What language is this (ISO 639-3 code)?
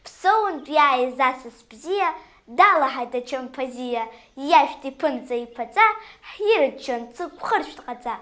abk